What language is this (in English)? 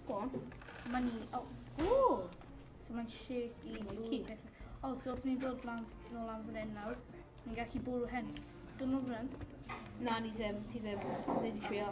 Welsh